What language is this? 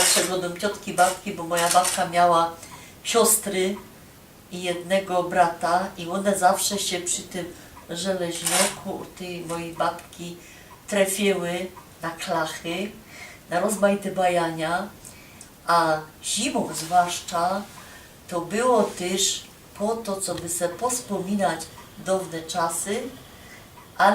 Silesian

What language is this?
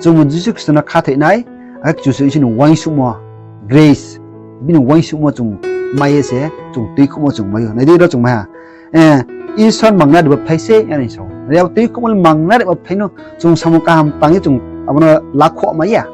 Riang (India)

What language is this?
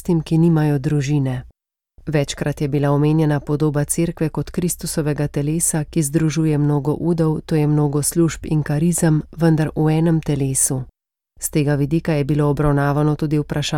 Slovenian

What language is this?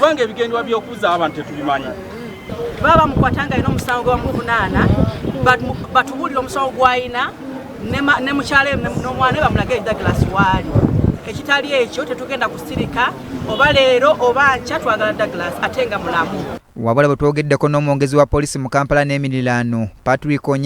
Ganda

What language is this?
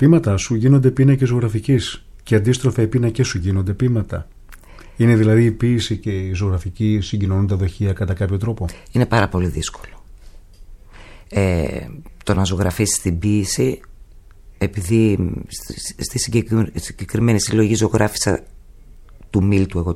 Greek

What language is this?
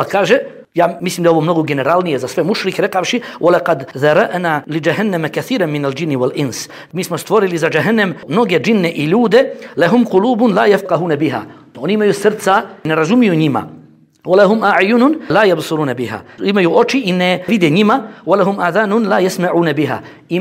Bosnian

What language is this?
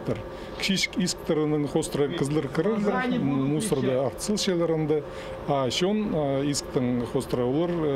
Khakas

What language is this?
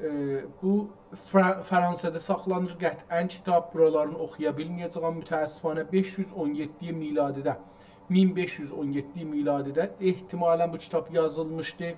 South Azerbaijani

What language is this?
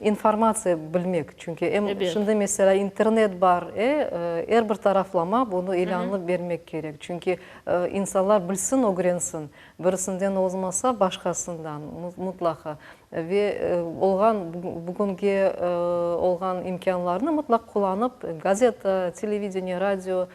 Crimean Tatar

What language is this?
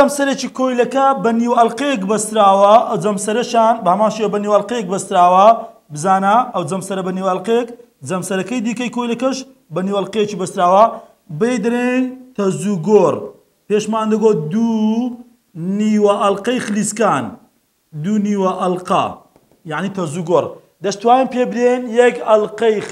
Central Kurdish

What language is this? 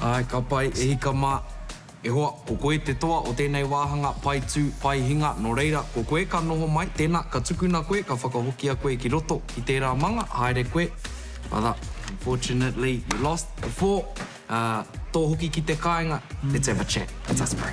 Māori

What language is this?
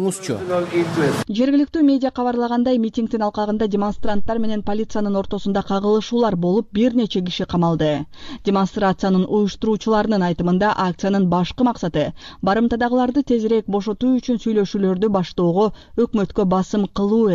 Kyrgyz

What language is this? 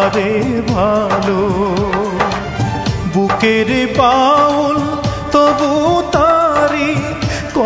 Bangla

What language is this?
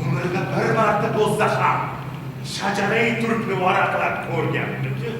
Uzbek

